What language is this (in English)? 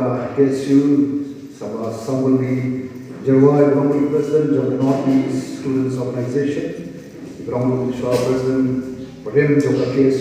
Khasi